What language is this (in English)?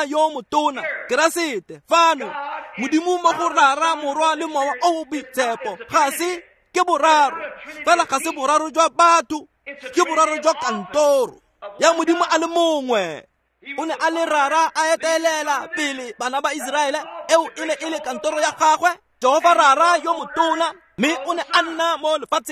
Tswana